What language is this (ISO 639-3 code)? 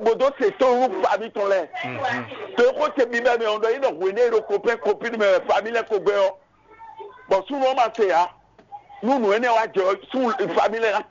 fon